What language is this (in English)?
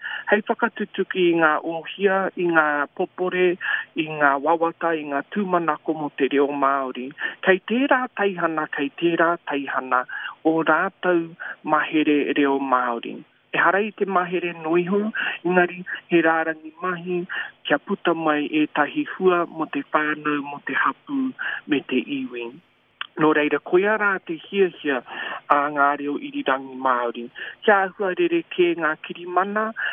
Māori